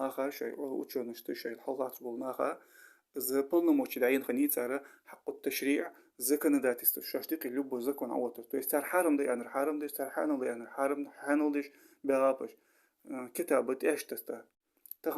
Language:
Ingush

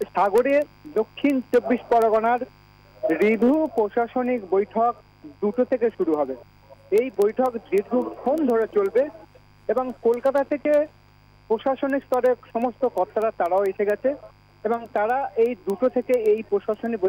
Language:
Bangla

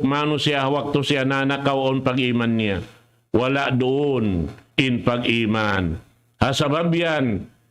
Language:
Tausug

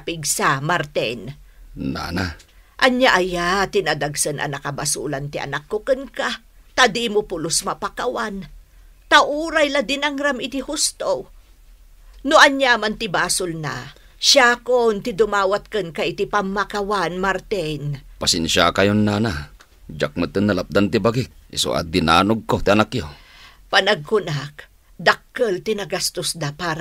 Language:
Iloko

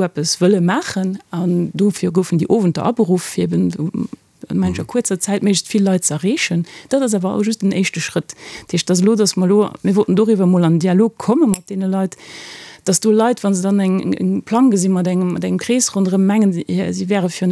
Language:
Luxembourgish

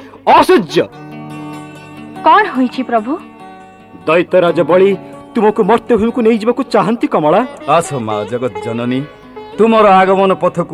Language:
Odia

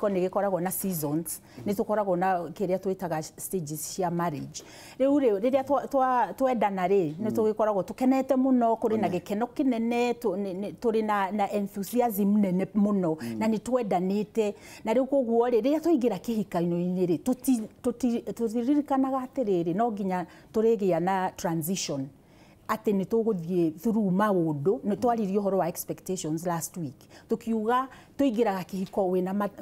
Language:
Kikuyu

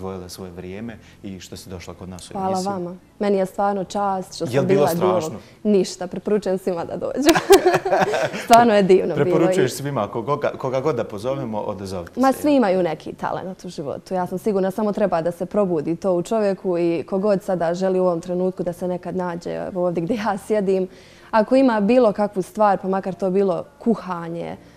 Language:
Bosnian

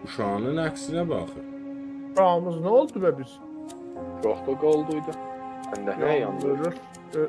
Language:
South Azerbaijani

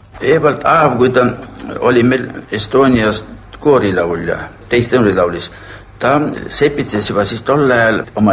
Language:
Estonian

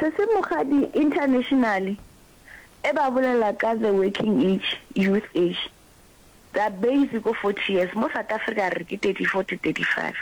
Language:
Northern Sotho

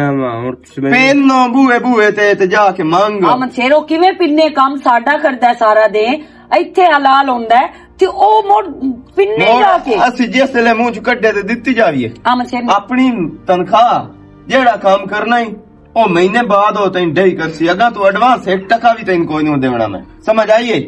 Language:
Western Panjabi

